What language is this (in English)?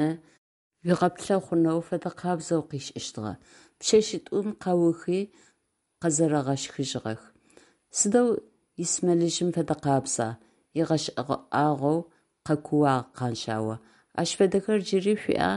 Adyghe